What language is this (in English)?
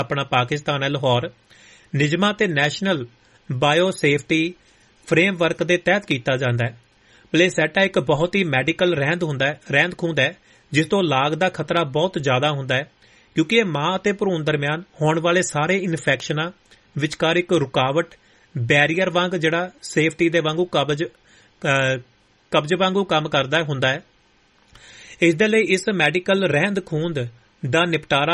Punjabi